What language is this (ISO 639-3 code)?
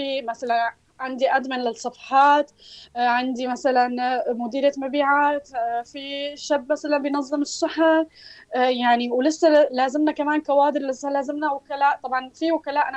apc